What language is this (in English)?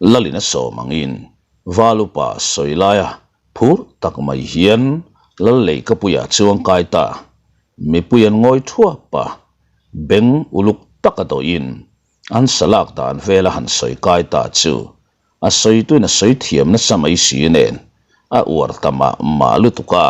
Mizo